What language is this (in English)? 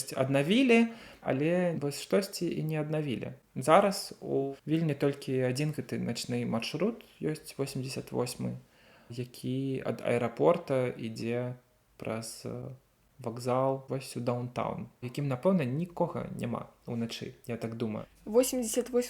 Belarusian